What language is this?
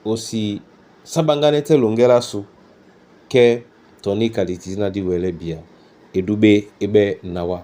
Duala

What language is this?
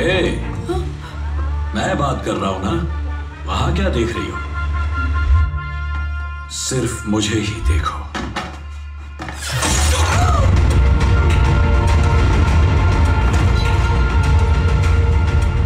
Hindi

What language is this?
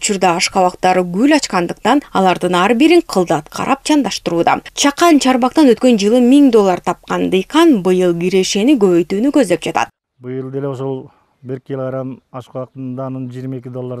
Kyrgyz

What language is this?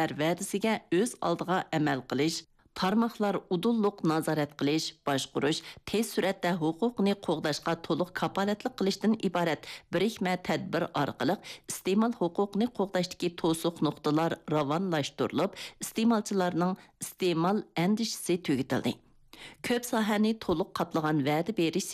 Uyghur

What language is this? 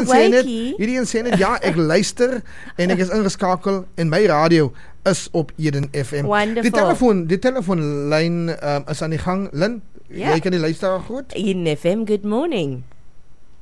Afrikaans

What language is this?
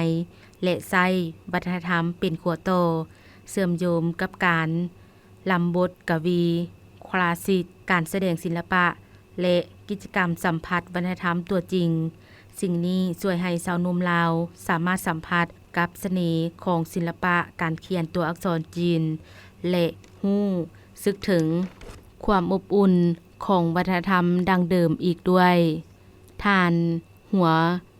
Lao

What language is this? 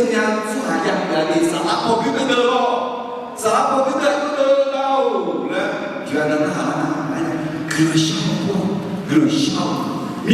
Akha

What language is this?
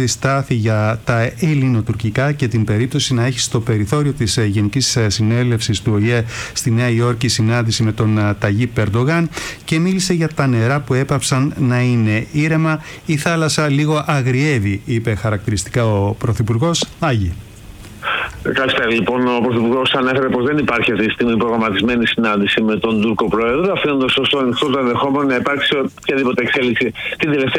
Greek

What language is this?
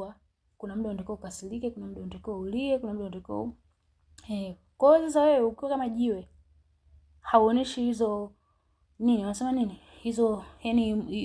Swahili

